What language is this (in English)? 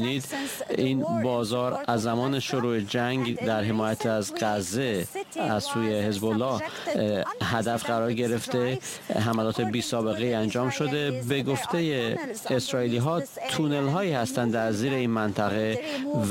Persian